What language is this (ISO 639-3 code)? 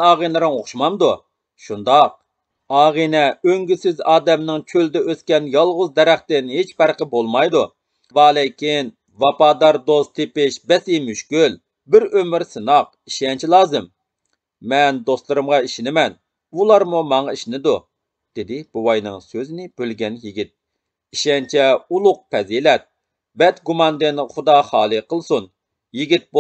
uig